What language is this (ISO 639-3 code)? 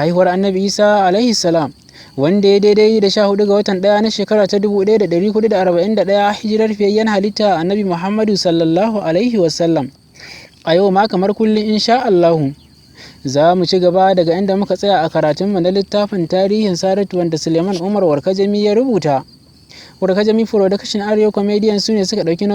hau